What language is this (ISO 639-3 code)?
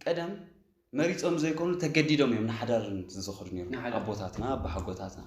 tir